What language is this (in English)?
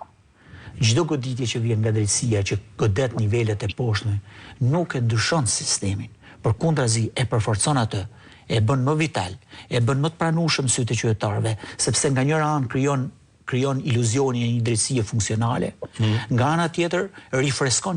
Albanian